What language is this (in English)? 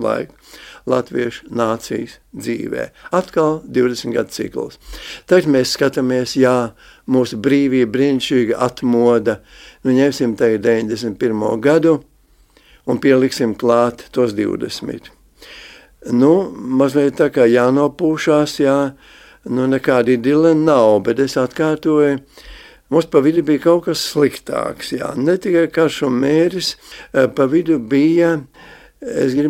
Latvian